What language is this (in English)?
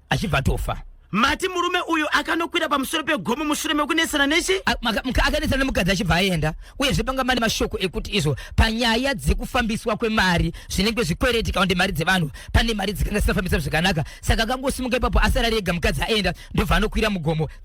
Shona